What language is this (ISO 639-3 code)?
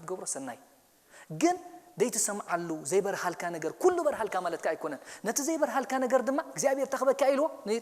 tir